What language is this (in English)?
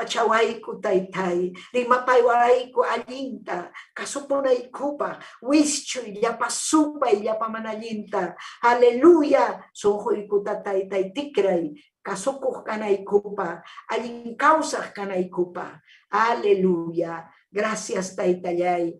Ayacucho Quechua